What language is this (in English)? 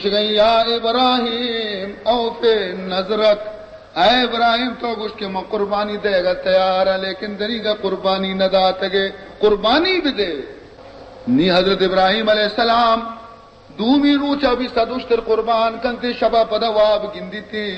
Baluchi